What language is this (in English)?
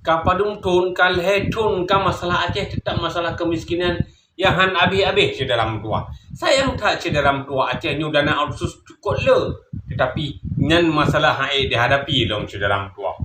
Achinese